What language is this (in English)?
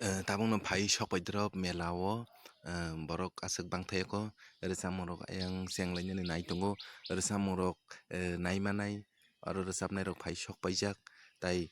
Kok Borok